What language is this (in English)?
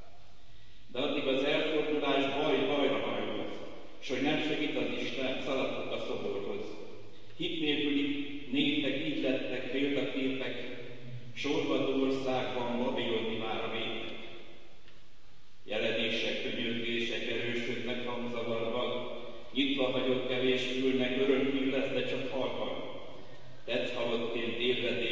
Hungarian